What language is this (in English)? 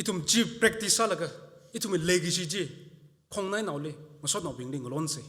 Tangkhul Naga (India)